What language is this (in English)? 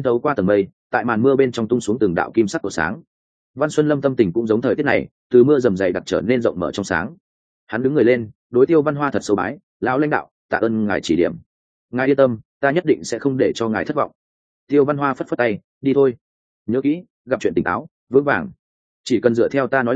Vietnamese